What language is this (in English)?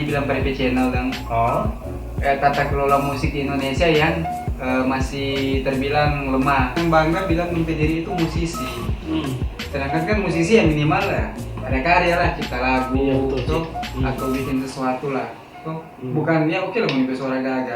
Manado Malay